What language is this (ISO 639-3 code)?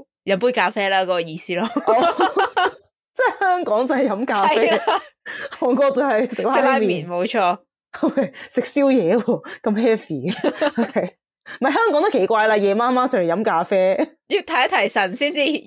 yue